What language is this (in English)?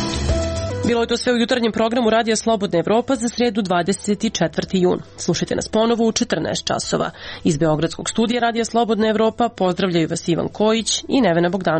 Serbian